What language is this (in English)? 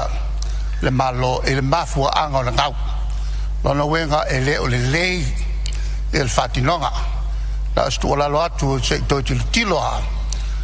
Samoan